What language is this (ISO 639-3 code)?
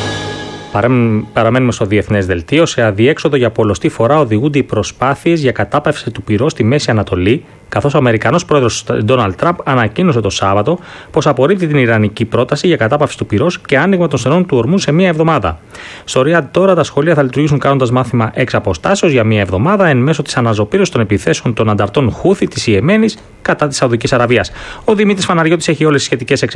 ell